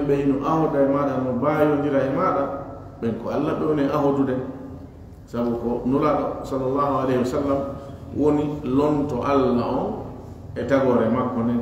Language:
Fula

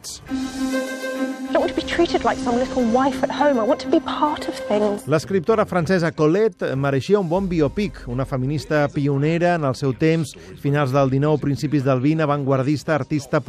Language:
Catalan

